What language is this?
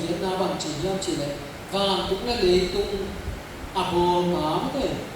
Tedim Chin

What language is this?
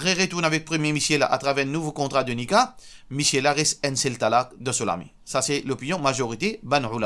Morisyen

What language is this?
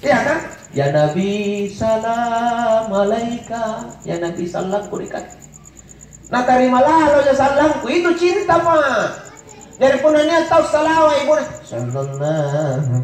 Makasar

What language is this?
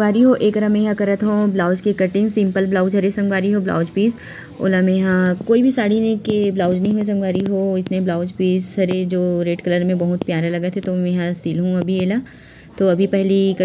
Chhattisgarhi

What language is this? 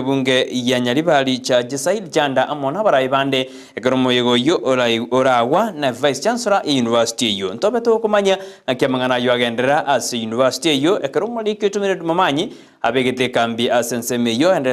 Gusii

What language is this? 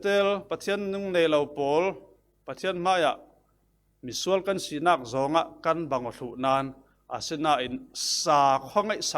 Falam Chin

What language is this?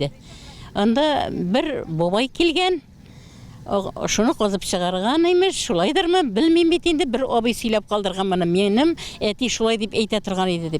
Tatar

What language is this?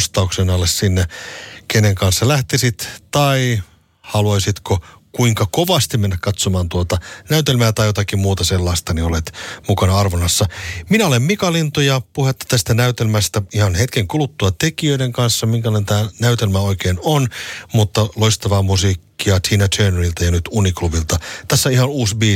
Finnish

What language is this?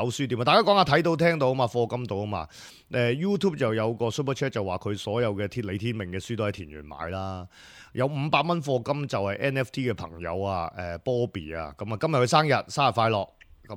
Cantonese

